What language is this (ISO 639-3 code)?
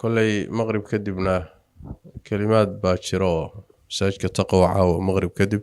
som